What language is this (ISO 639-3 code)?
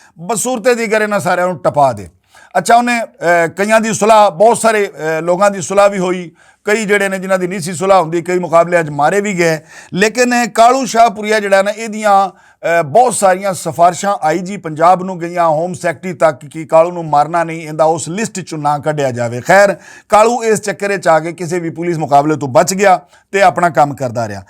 lah